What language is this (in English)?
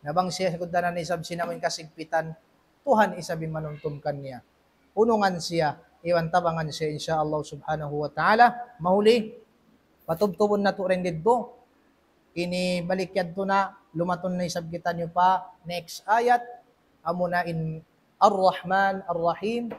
Tausug